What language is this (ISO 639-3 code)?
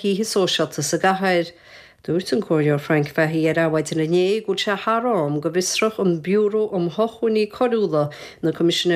gle